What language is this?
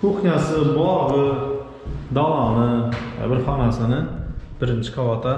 Uzbek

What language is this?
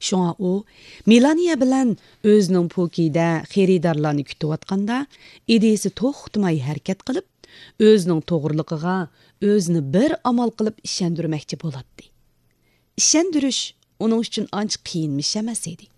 Uyghur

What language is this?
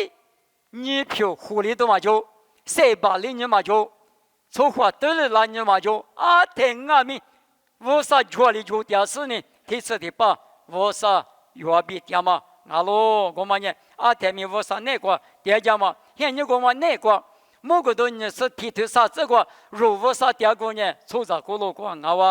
Lisu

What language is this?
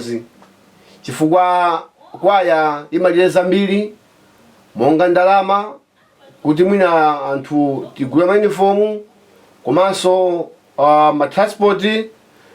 Nyanja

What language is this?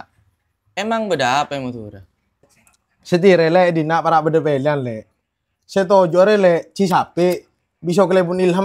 Madurese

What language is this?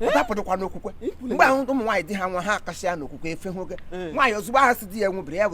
Igbo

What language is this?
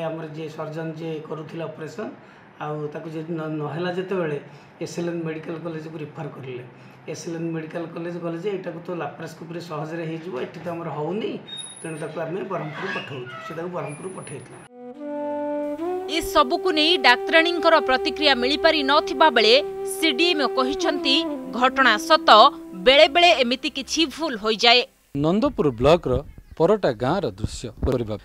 Odia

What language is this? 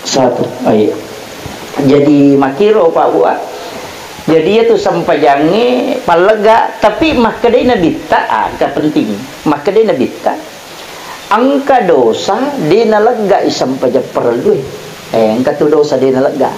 Buginese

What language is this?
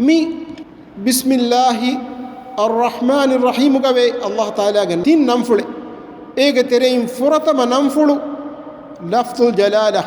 Divehi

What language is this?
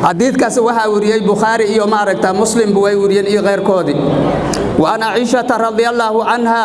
Somali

